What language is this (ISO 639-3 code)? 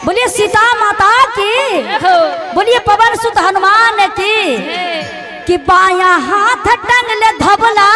mag